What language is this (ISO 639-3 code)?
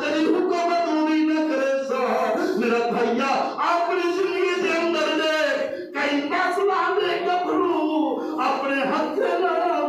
skr